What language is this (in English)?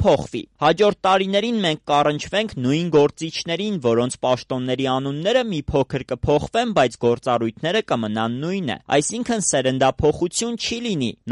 Armenian